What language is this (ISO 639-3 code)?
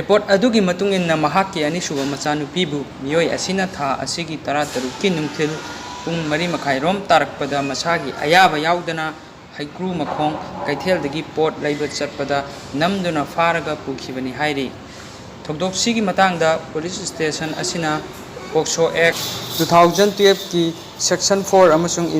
mni